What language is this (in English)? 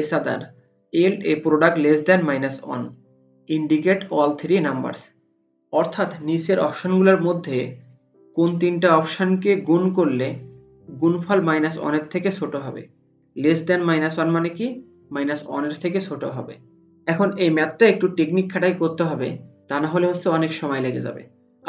Bangla